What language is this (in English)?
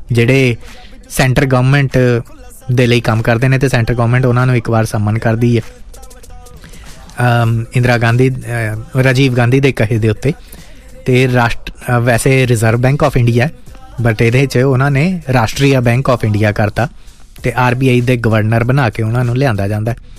Punjabi